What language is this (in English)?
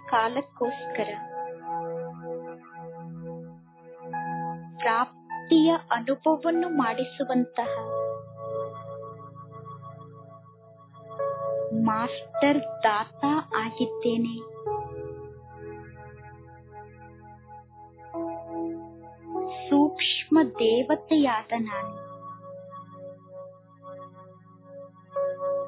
Kannada